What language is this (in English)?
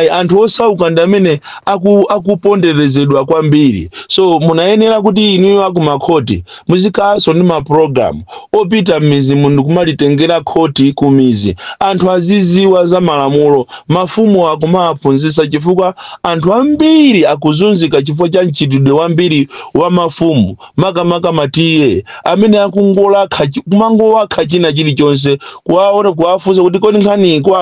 Nyanja